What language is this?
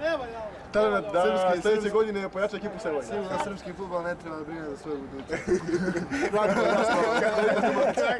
Serbian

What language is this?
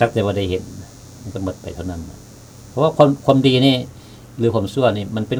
Lao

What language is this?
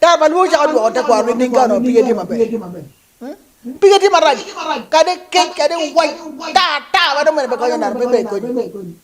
Acoli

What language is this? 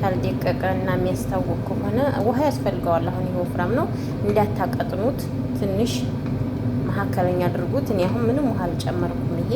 Amharic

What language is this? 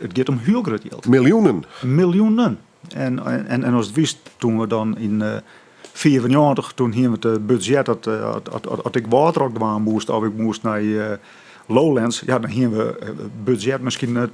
Western Frisian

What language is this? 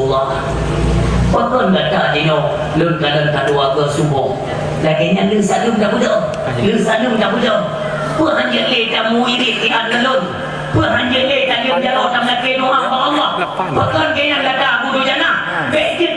Achinese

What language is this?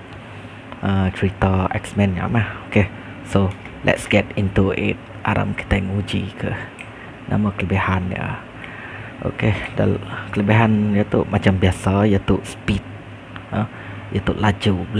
Iban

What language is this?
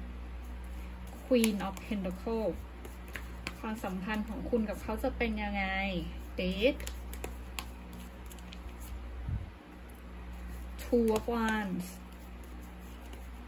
Thai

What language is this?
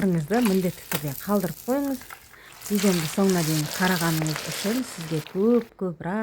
Kazakh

